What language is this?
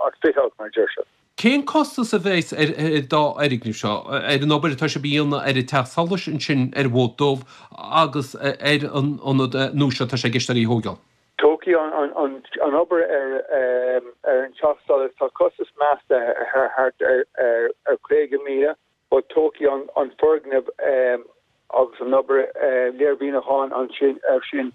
Irish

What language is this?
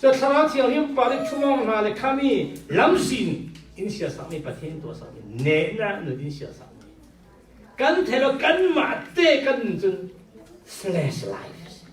Falam Chin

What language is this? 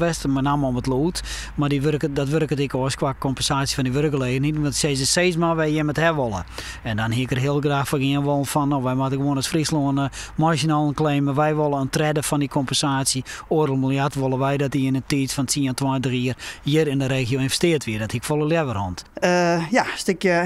Western Frisian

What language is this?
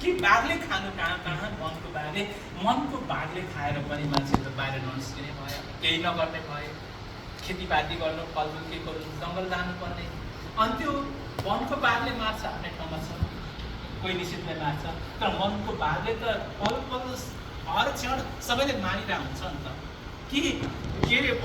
Nepali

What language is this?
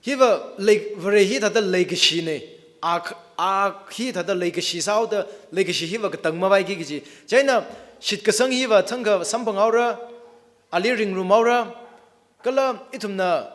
Tangkhul Naga (India)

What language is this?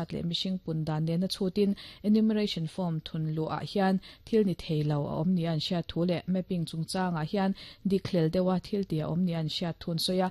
Mizo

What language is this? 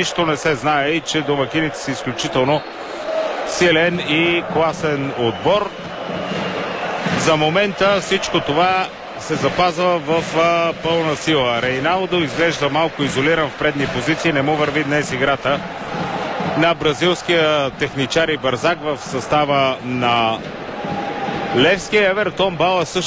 Bulgarian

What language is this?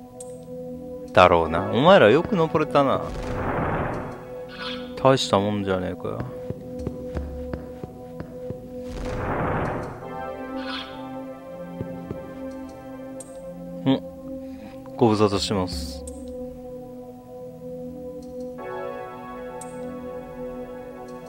Japanese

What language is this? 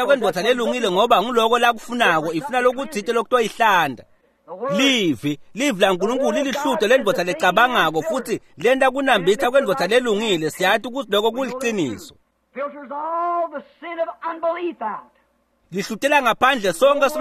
Swati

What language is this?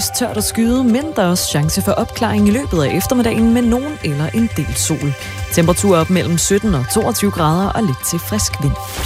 Danish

